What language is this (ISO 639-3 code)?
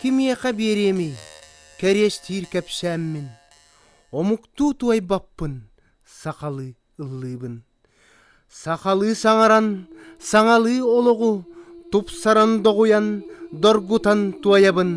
sah